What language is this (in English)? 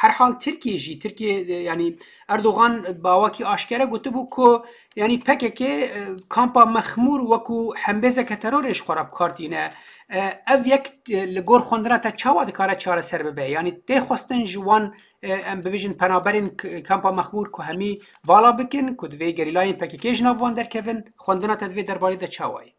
Kurdish